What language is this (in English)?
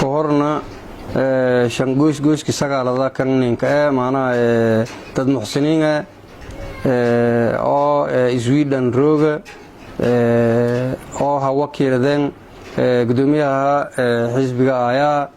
Somali